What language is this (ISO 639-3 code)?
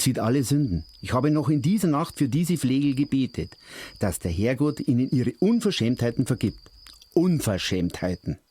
bar